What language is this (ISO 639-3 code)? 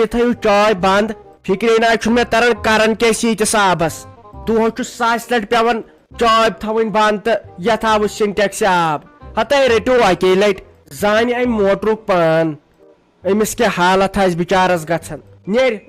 kas